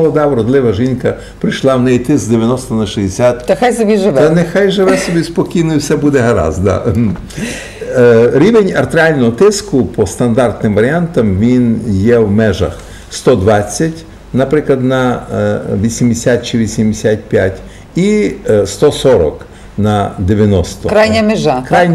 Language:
Ukrainian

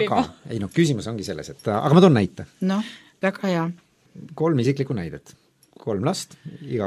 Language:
Estonian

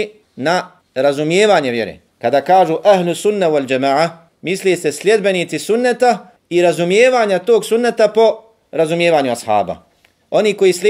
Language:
Bosnian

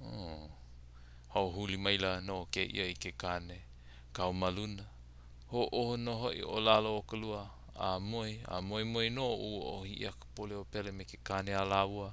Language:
Hawaiian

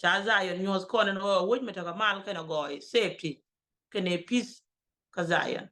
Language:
Nuer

